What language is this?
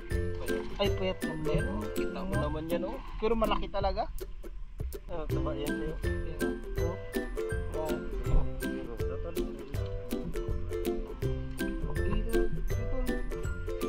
Filipino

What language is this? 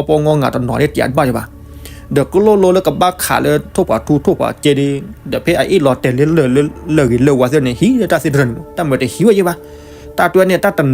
S'gaw Karen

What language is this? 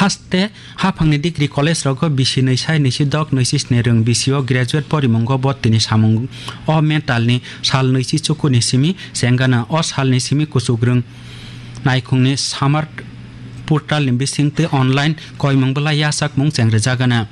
Kok Borok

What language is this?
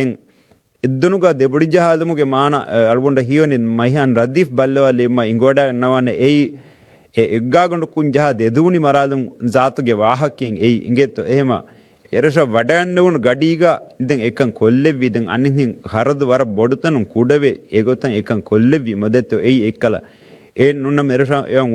Divehi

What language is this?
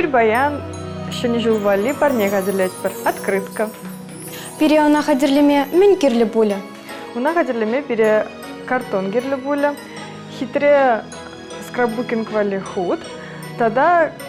Chuvash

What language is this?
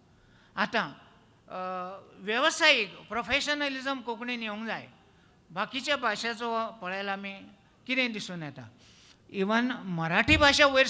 Konkani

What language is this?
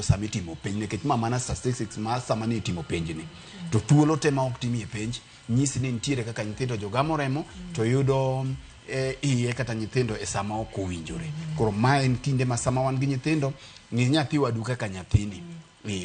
Luo (Kenya and Tanzania)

